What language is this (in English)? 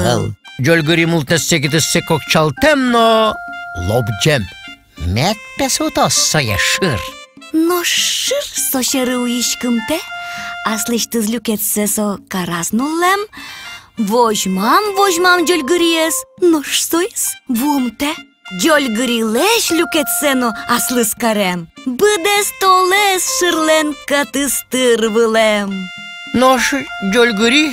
Udmurt